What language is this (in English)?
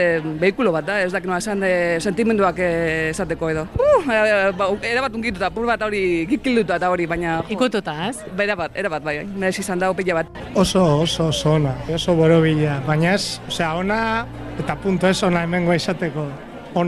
Basque